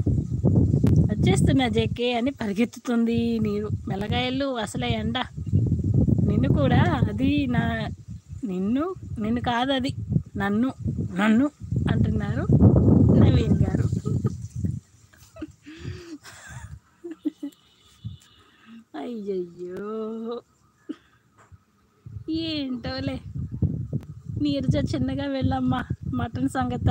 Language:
Telugu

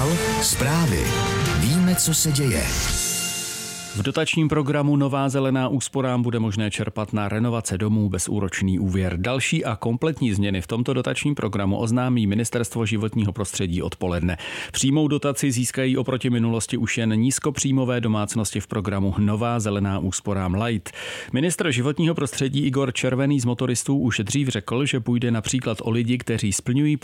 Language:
Czech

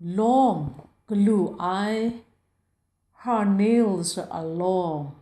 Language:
Kachin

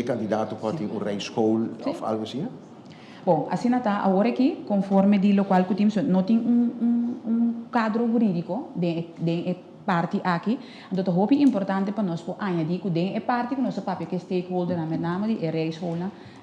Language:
Papiamento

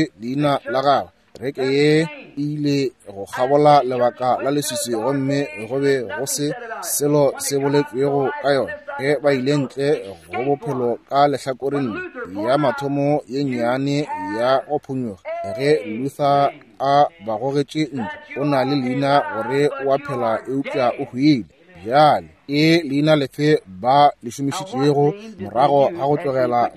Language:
Northern Sotho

